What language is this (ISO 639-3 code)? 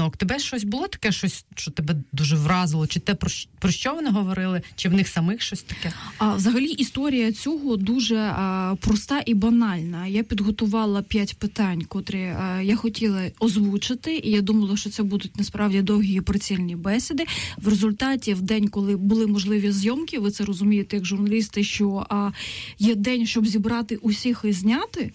ukr